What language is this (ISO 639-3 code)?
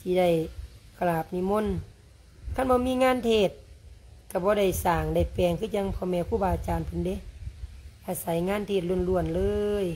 lao